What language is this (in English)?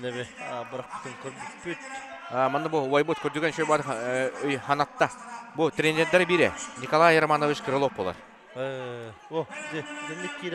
Yakut